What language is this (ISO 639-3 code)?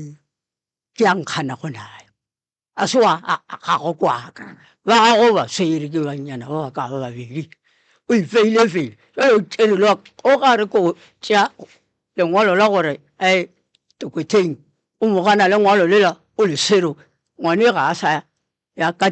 nso